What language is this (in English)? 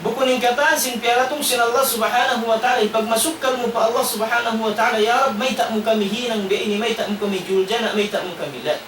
Tausug